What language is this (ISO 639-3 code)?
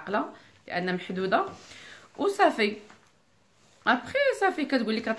ary